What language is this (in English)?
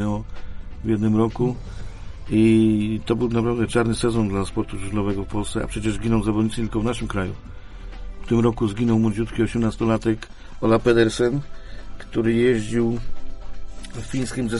Polish